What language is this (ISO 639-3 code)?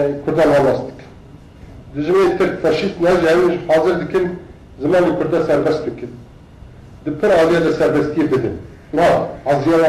kur